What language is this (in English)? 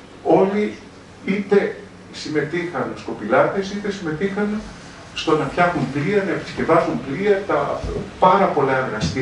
Greek